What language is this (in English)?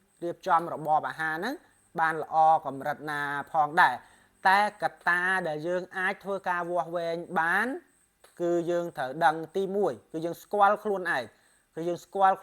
Khmer